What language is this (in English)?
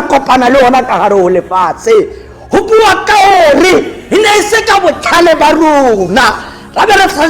Tswana